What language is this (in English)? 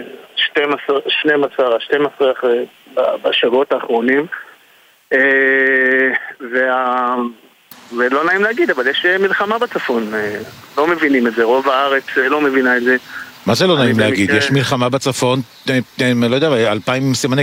Hebrew